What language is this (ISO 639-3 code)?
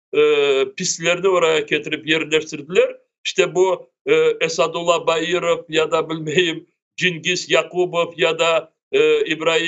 crh